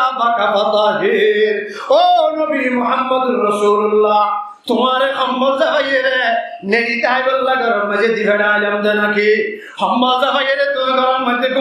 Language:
Rohingya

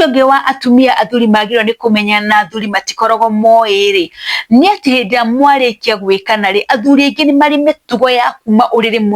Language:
Kikuyu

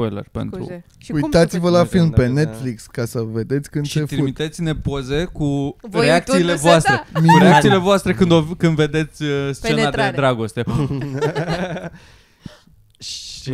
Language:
Romanian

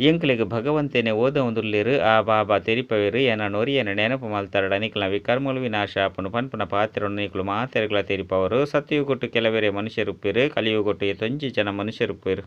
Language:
Tulu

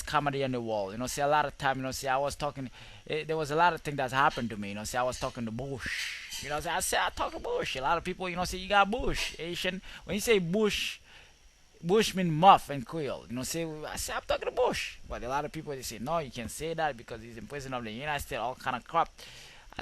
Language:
Jamaican Creole English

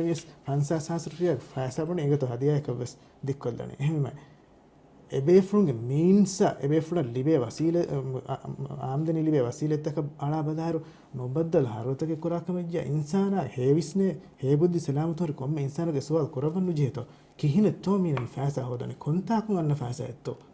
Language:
Divehi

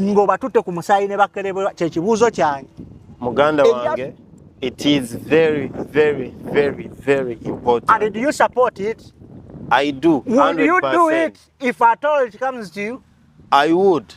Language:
Ganda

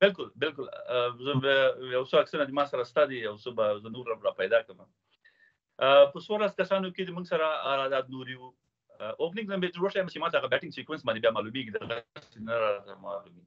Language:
Pashto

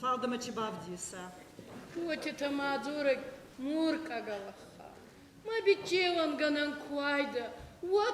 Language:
Ossetic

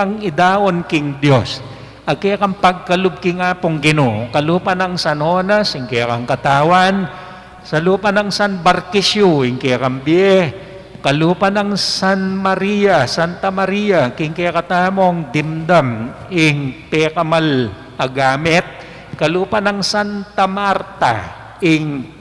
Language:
Pampanga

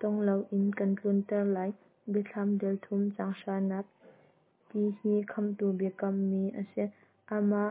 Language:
Hakha Chin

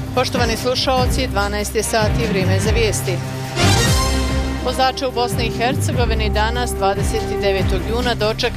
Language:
Bosnian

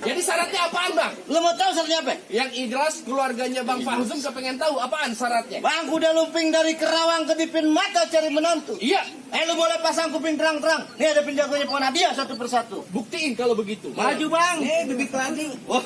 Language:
Betawi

